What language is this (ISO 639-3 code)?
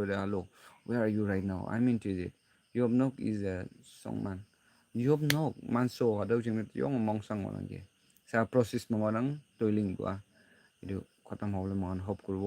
nag